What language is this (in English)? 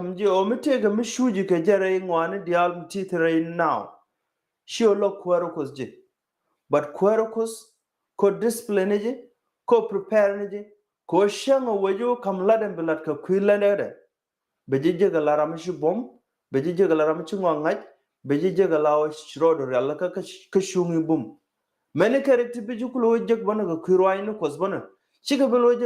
Nuer